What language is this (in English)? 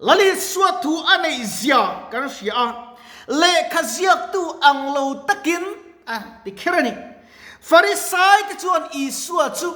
Mizo